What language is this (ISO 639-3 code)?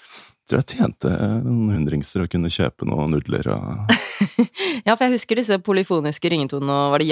nor